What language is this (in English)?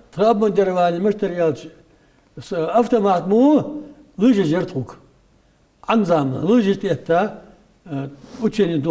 Ingush